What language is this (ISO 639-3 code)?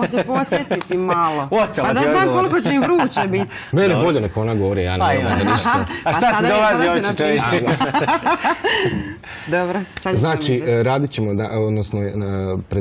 hrv